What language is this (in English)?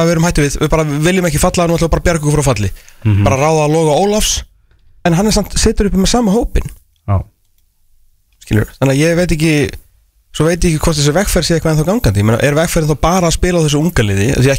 Icelandic